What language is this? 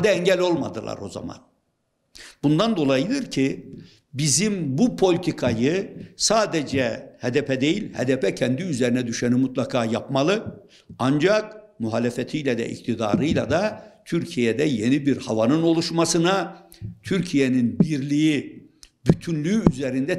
Turkish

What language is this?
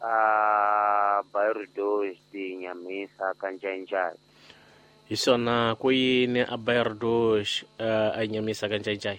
Tsonga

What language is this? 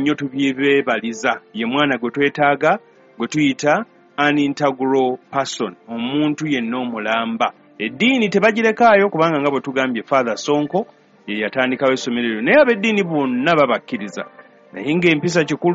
Ganda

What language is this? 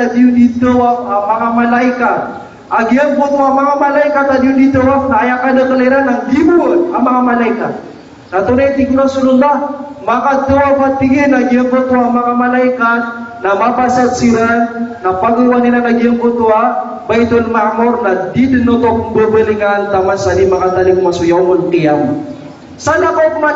Maranao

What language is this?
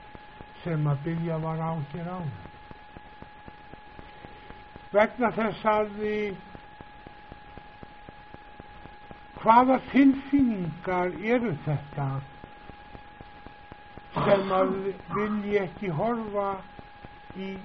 Icelandic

